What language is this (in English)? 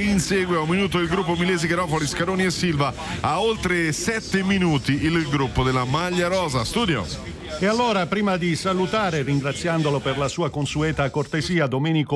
Italian